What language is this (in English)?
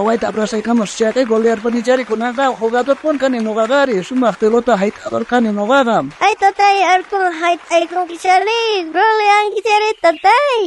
South Bolivian Quechua